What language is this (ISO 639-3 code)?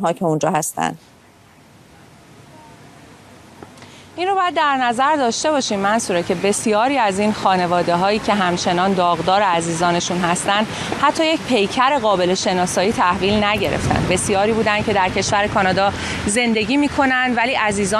fas